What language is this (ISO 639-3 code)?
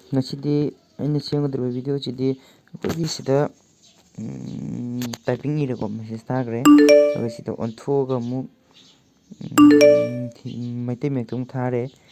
mni